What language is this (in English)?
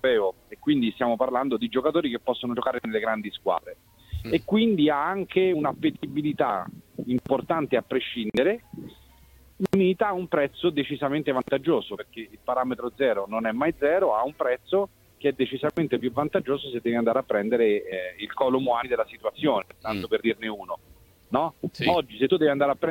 Italian